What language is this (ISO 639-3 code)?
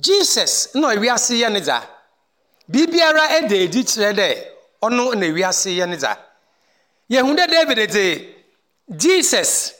aka